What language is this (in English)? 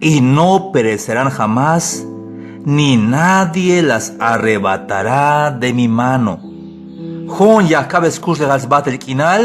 Tzeltal